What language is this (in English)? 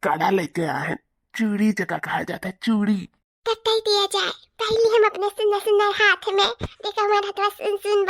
Awadhi